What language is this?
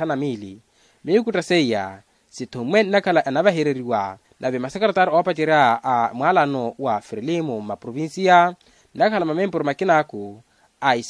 Makhuwa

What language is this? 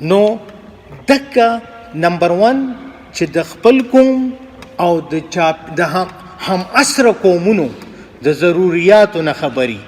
Pashto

